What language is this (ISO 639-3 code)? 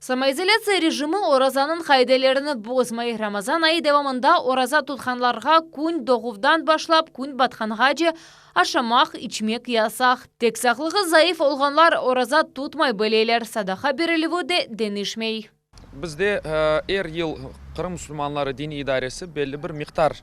crh